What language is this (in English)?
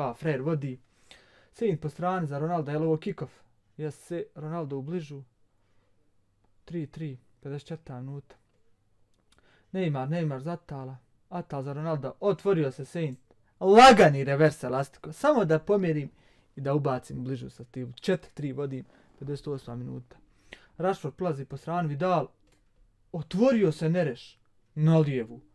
Bosnian